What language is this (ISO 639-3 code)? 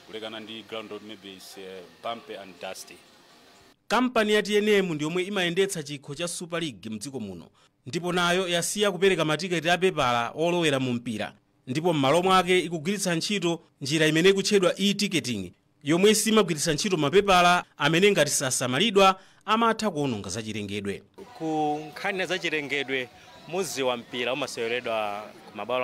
nya